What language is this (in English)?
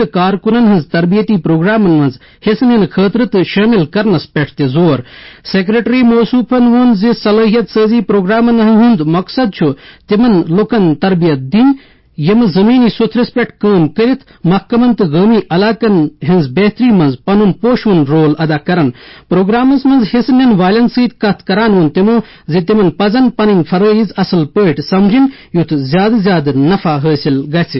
Kashmiri